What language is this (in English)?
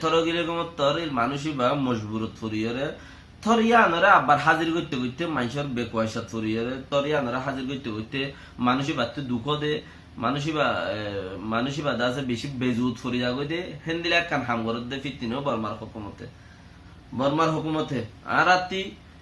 Rohingya